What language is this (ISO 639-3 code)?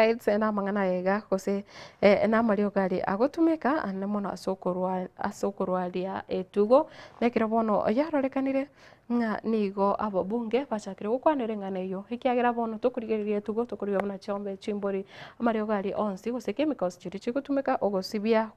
guz